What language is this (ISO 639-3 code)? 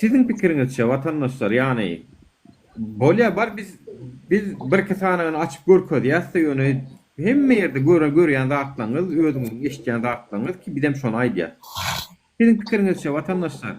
tuk